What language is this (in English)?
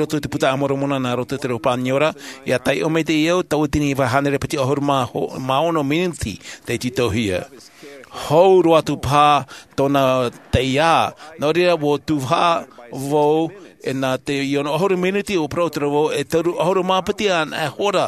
Tahitian